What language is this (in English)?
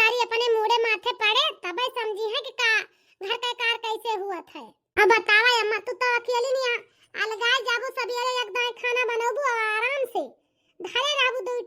Awadhi